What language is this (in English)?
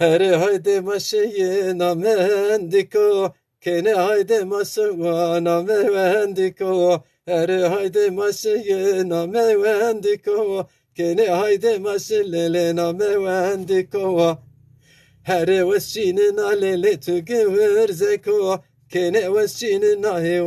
Zaza